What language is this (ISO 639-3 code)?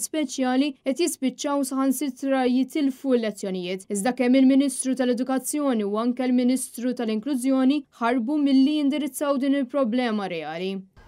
mlt